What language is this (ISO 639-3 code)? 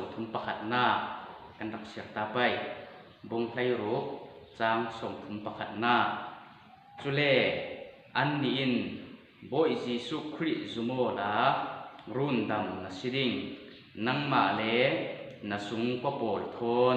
cfm